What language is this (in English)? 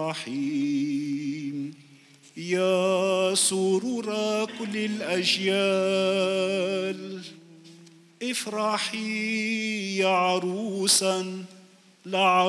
Arabic